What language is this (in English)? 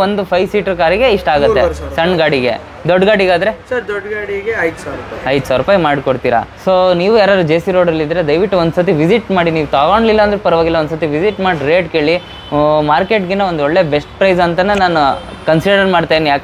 Kannada